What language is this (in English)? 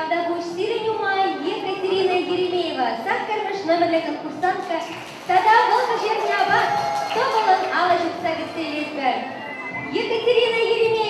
Chuvash